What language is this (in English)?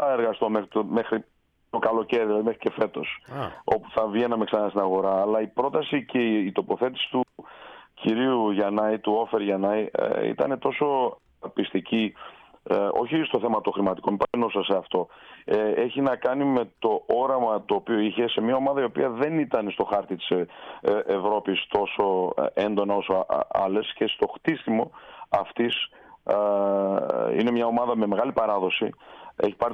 Greek